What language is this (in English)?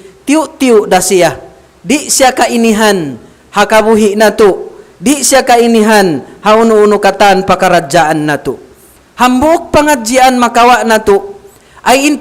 Tausug